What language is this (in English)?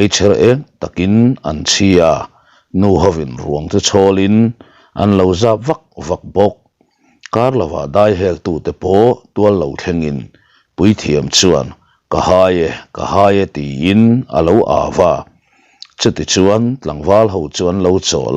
Mizo